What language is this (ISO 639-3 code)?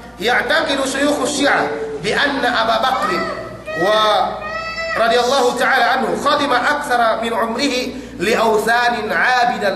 yka